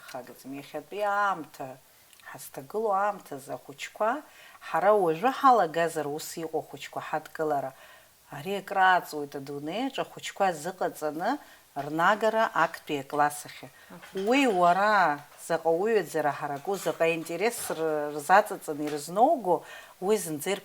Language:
Abkhazian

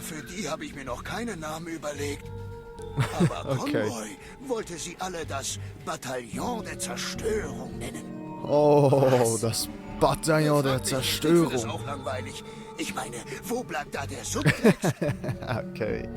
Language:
Swiss German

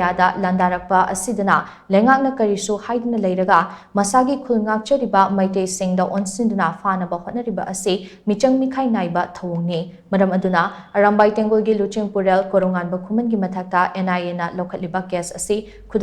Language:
Manipuri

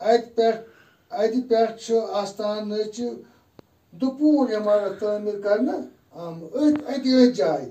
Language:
Kashmiri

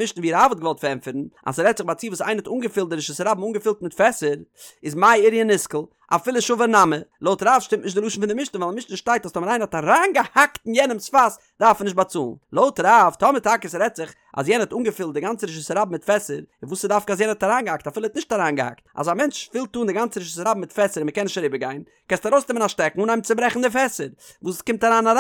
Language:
Yiddish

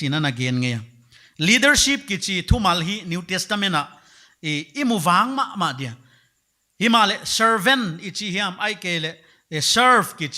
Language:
Paite Chin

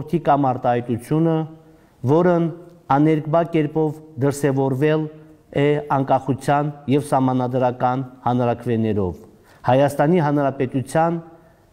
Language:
Armenian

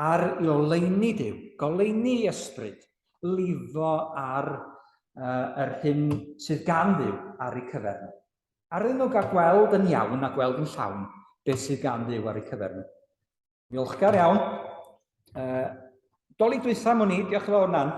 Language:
Welsh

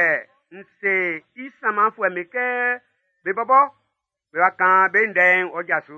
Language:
Baoulé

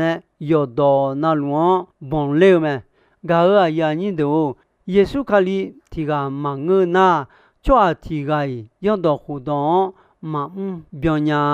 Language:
Akha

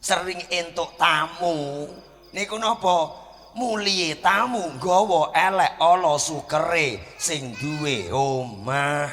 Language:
Javanese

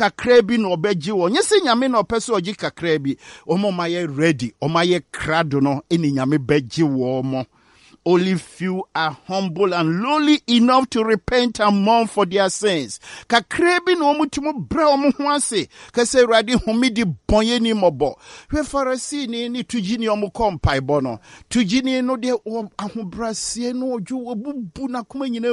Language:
Akan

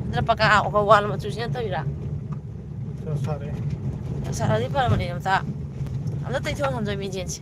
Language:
Manipuri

